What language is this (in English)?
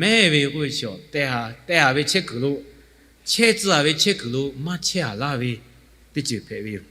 Lahu